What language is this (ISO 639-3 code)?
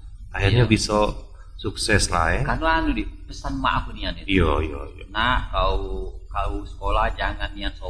mui